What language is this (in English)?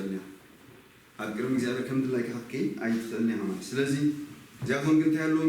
Tigrinya